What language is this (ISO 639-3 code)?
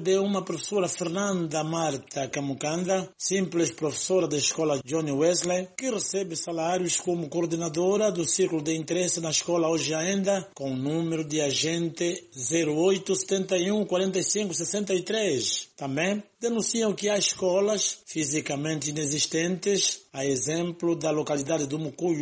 por